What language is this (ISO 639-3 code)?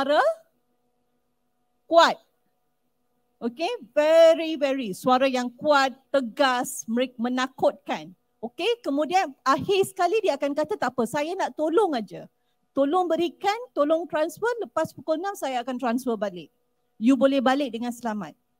msa